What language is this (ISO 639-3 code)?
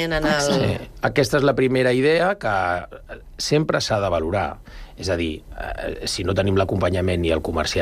cat